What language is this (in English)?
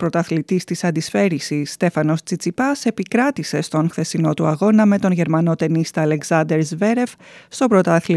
Greek